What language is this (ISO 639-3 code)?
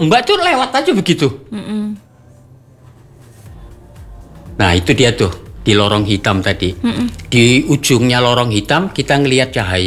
ind